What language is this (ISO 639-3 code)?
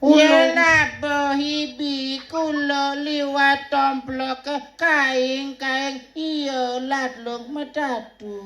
ban